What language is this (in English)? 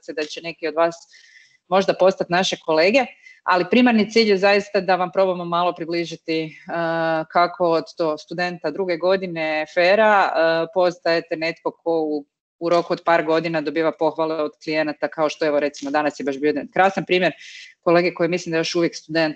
Croatian